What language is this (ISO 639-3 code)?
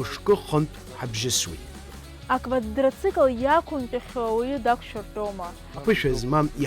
abk